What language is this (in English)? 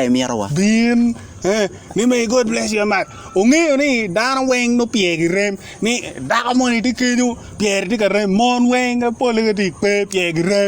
Acoli